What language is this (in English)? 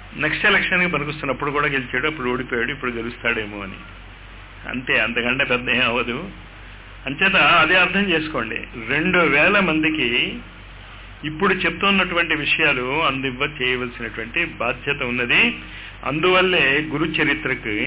Telugu